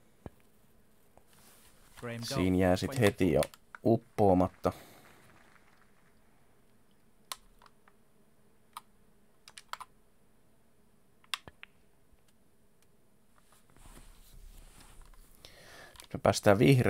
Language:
Finnish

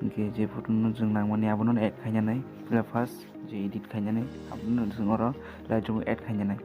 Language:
Kok Borok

